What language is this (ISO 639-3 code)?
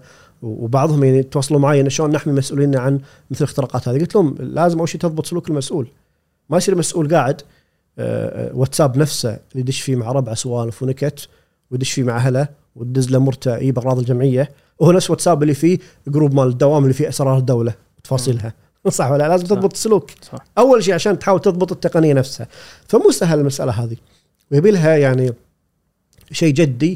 afb